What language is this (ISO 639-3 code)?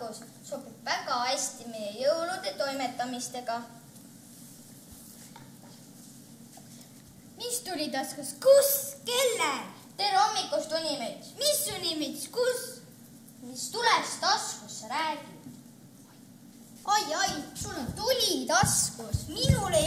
est